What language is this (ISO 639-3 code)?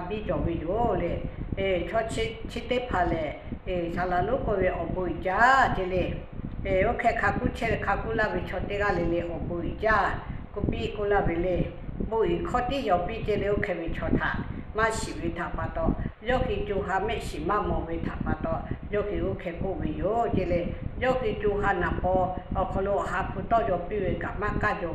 lhu